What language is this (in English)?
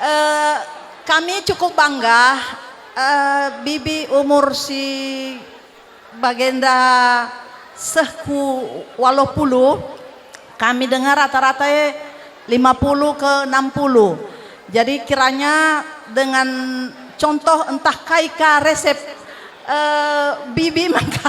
Batak Karo